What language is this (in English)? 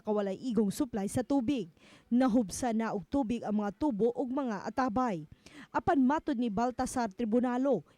Cebuano